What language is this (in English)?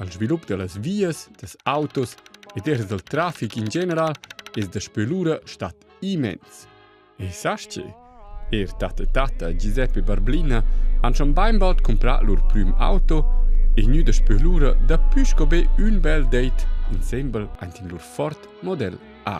Romansh